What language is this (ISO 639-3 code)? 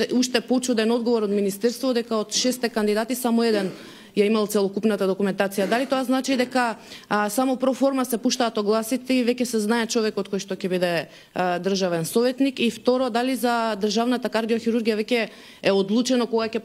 mkd